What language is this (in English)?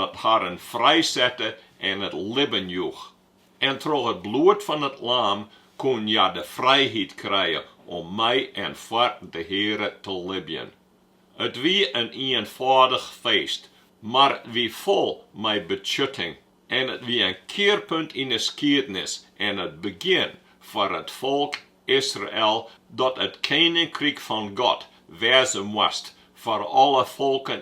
Western Frisian